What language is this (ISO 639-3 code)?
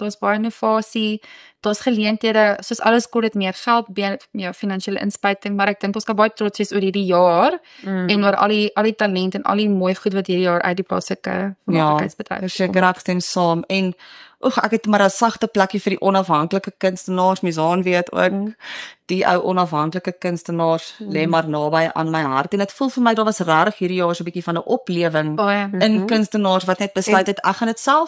afr